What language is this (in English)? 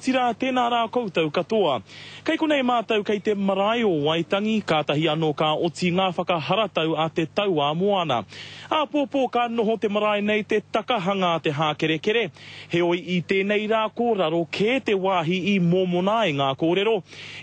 Māori